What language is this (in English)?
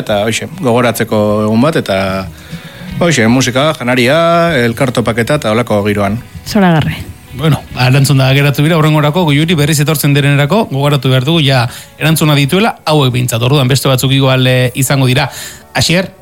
Basque